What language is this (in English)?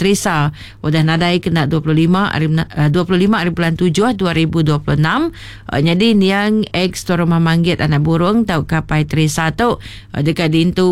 Iban